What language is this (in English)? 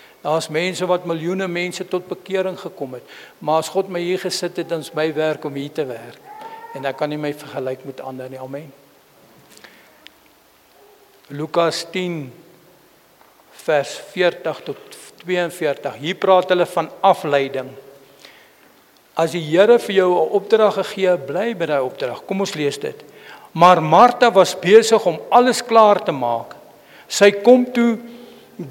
Afrikaans